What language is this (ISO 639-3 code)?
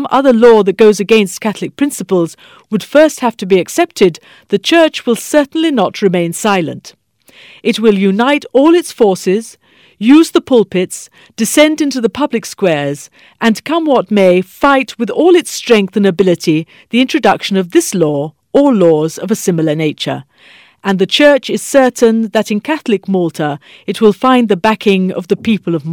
mlt